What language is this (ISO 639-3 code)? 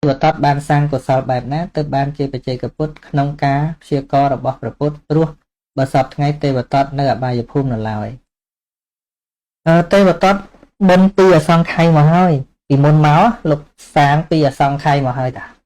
khm